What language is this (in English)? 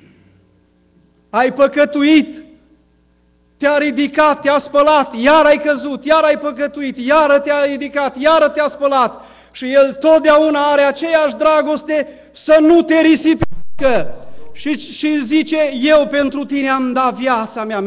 Romanian